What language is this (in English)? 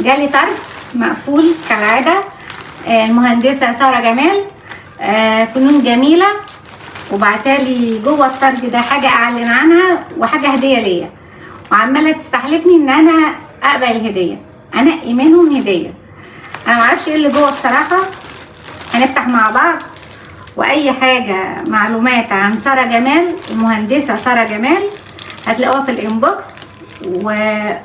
Egyptian Arabic